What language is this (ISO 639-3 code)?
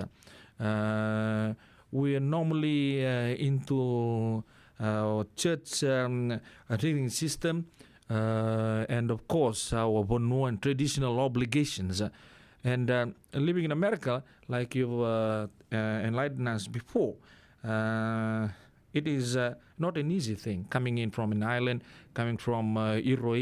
fij